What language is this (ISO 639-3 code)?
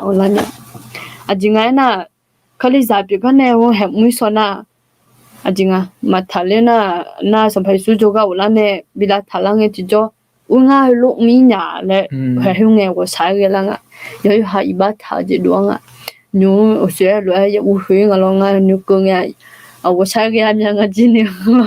ahk